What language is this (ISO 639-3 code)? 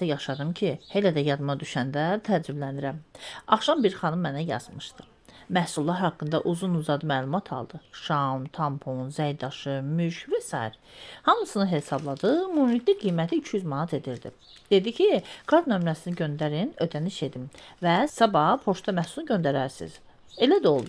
aze